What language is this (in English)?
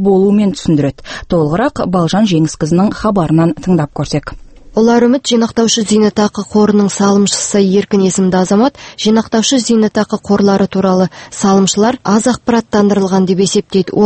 Kazakh